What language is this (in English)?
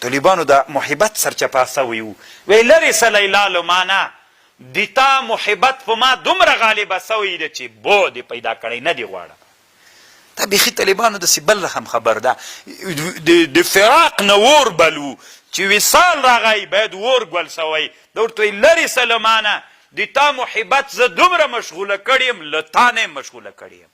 Pashto